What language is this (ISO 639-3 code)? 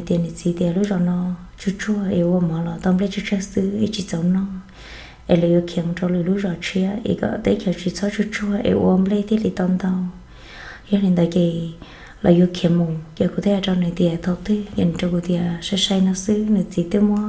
hmn